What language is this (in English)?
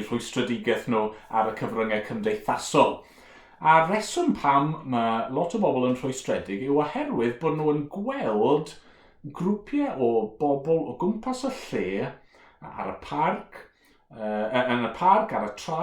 Welsh